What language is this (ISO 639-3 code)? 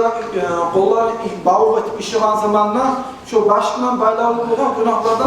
kum